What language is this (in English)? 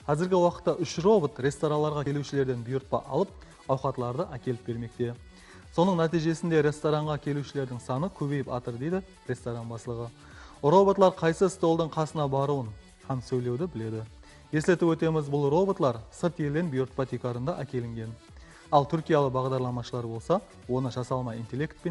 Kara-Kalpak